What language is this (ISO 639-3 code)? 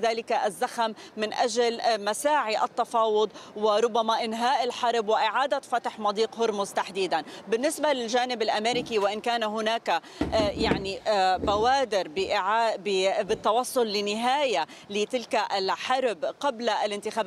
ara